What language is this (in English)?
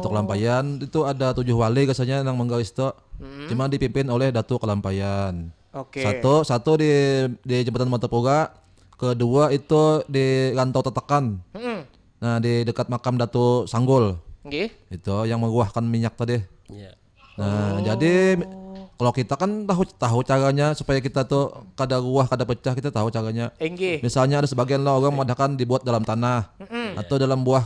Banjar